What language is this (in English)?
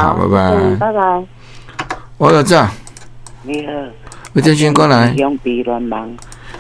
Min Nan Chinese